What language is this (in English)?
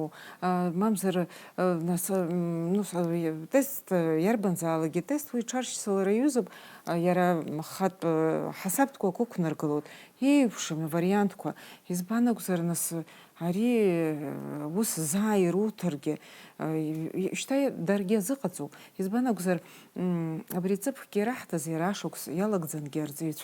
Abkhazian